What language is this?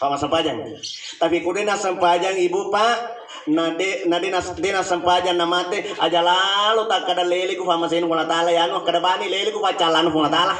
Buginese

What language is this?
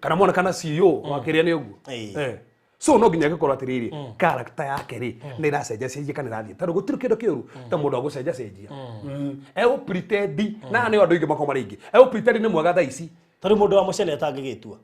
Kikuyu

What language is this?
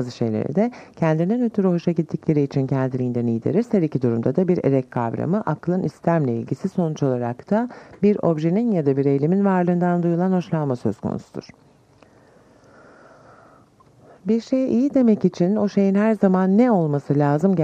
Turkish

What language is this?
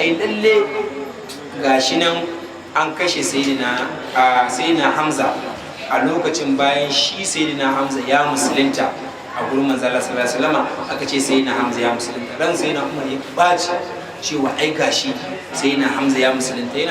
Hausa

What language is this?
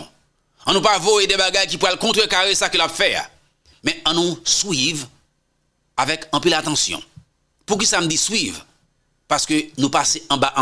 Haitian Creole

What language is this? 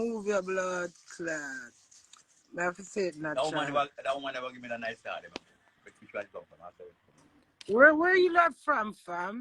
Jamaican Creole English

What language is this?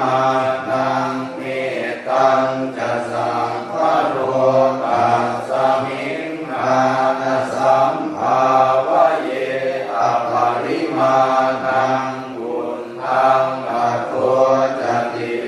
Pali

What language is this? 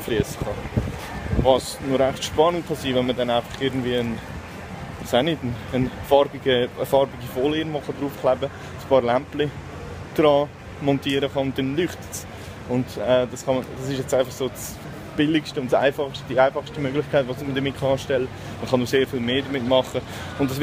Swiss German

